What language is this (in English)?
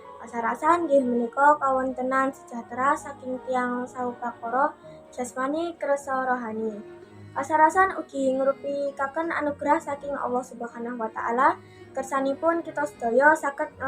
Javanese